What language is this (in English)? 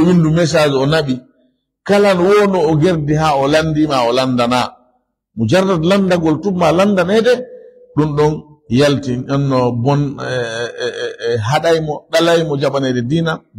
Fula